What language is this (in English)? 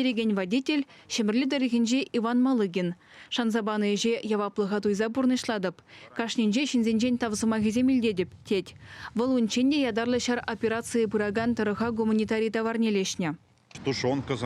Chuvash